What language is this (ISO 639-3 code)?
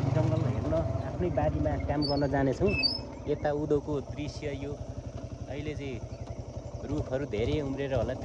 nep